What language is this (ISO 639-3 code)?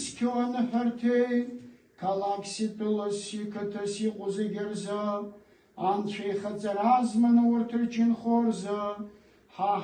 abk